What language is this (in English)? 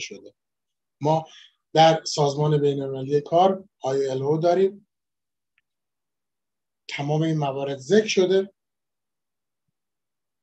Persian